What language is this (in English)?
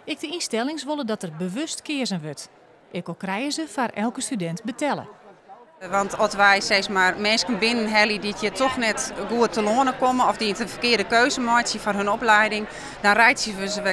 Western Frisian